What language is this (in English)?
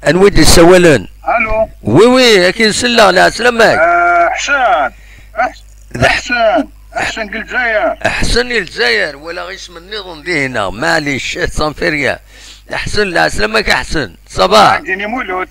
Kabyle